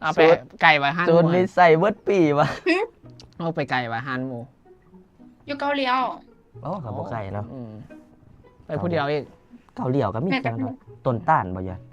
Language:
Lao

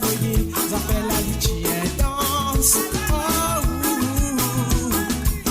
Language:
Morisyen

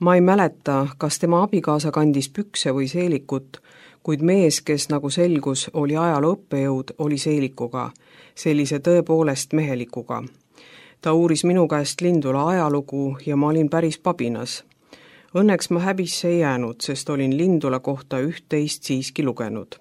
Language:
Estonian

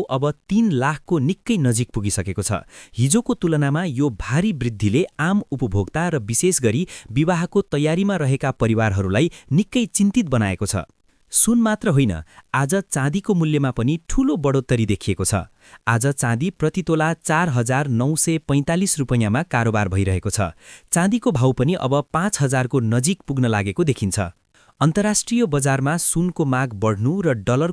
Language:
Nepali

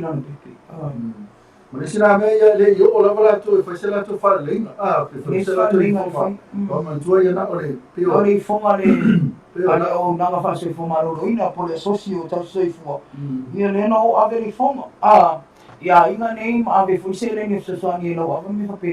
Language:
Samoan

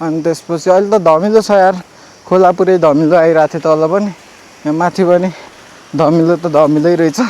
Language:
Nepali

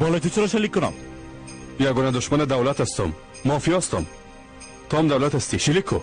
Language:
Persian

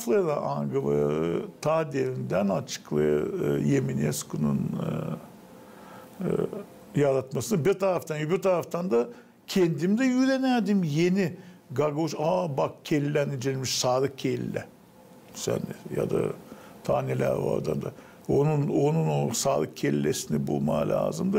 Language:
Gagauz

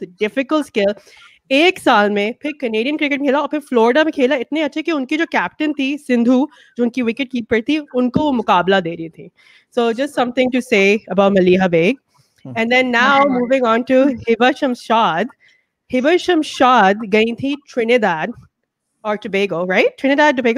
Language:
Hindi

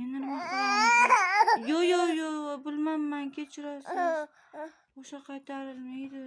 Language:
Uzbek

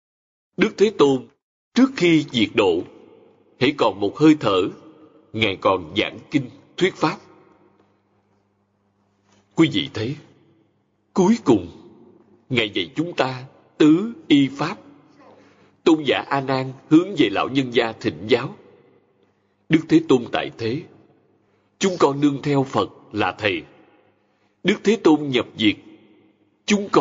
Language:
Vietnamese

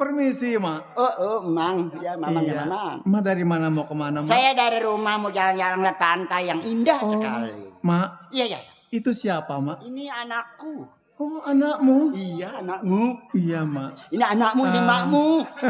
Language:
Betawi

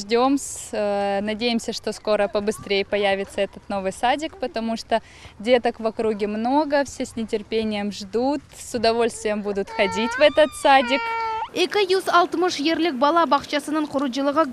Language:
Crimean Tatar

